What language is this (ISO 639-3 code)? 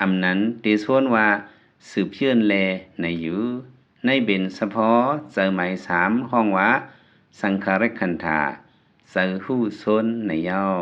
lao